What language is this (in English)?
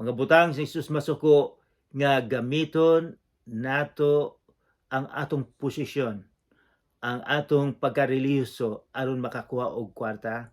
Cebuano